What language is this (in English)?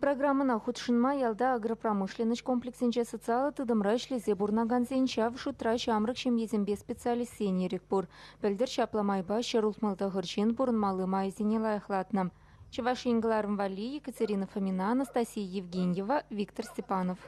Chuvash